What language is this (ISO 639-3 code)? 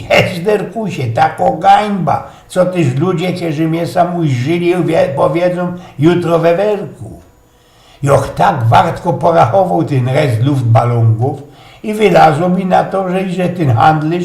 szl